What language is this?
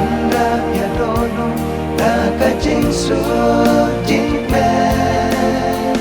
Khasi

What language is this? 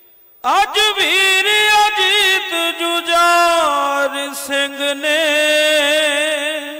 Punjabi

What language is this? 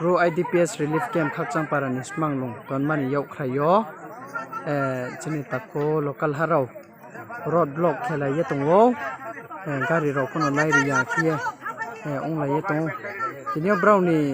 Riang (India)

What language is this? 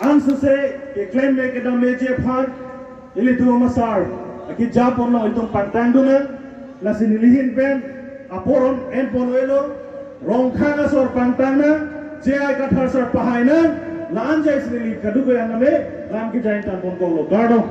Karbi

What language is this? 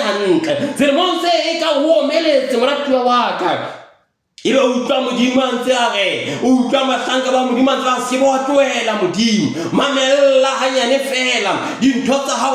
Southern Sotho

